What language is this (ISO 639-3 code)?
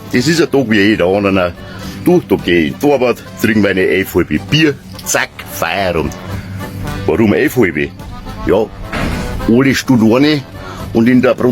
bar